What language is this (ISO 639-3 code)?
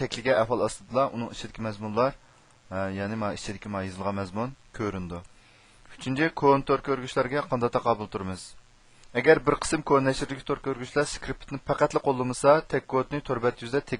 uig